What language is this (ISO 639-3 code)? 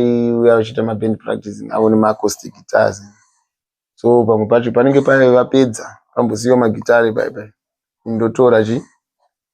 sna